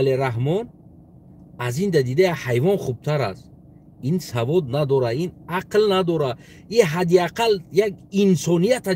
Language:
Tajik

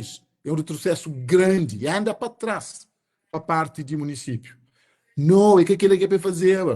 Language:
Kabuverdianu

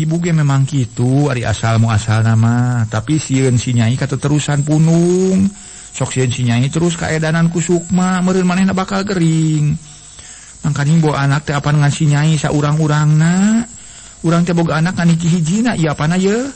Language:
Sundanese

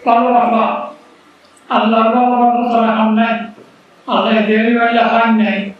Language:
Rohingya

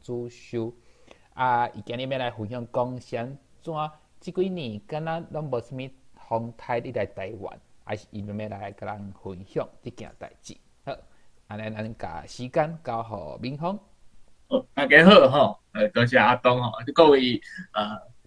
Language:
Min Nan Chinese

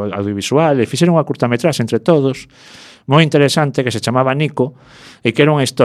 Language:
Galician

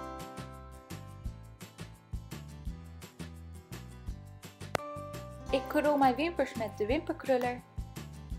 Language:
Dutch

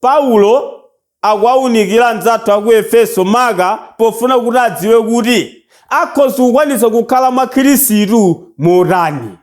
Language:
Nyanja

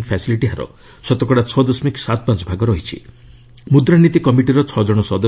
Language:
Odia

